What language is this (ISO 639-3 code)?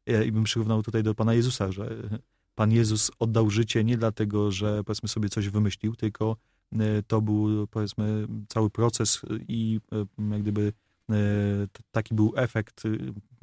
pol